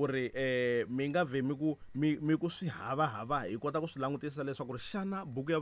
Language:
Tsonga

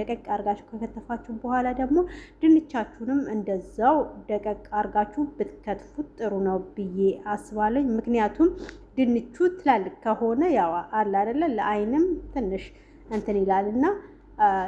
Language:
Amharic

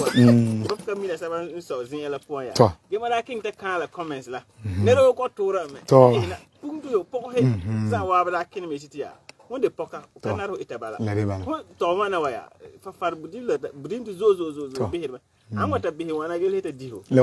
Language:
Frafra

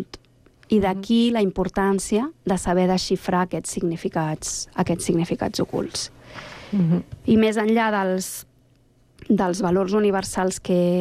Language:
Catalan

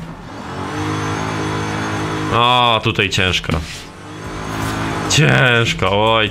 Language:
Polish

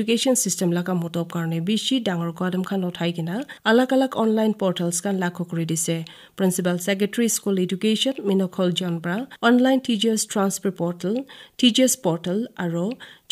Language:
Naga Pidgin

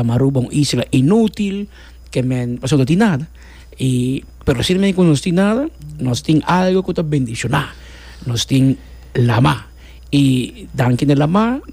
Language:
Papiamento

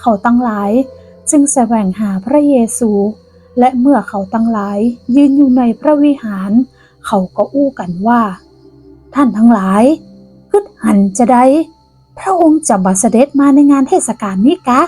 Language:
Northern Thai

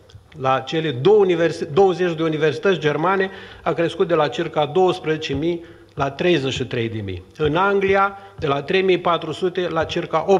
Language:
Romanian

